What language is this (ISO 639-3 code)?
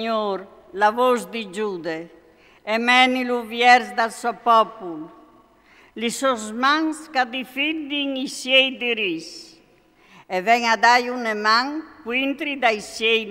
fur